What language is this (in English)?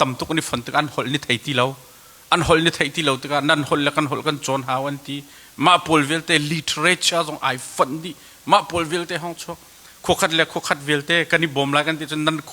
Hakha Chin